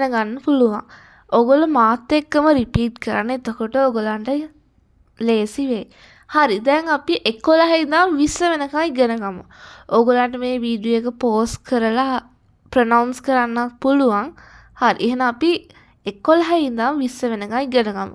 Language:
Sinhala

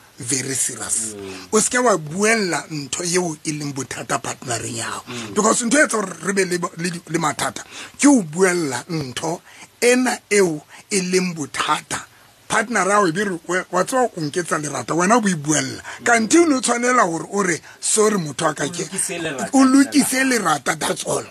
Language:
Southern Sotho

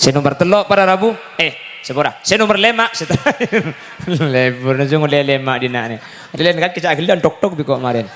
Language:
Madurese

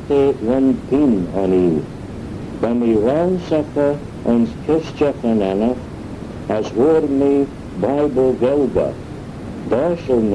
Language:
Manx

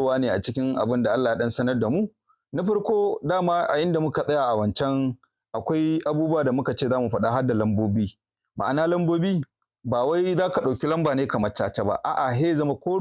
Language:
Hausa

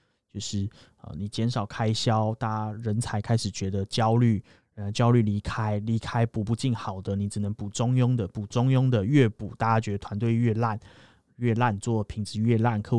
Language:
Chinese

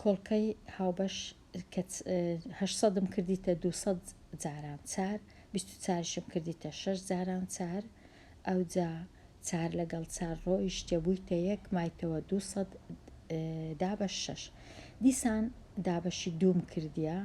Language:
Central Kurdish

